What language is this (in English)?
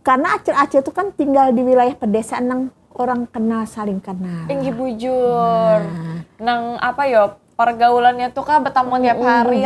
Banjar